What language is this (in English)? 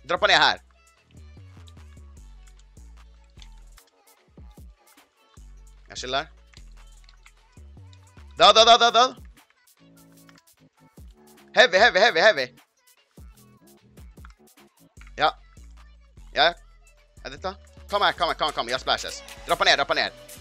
Swedish